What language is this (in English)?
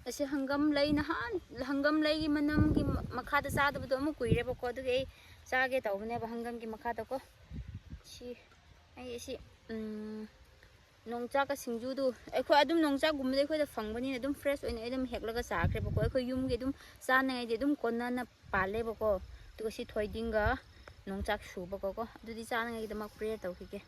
Manipuri